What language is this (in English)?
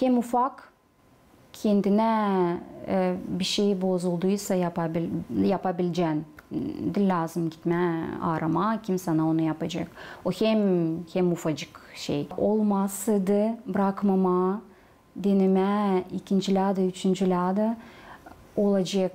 Gagauz